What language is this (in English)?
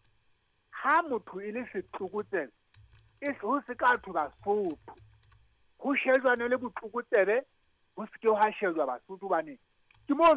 Southern Sotho